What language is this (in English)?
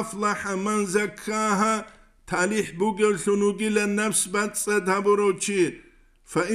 Avaric